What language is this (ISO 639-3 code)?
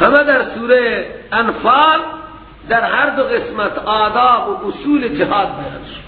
fas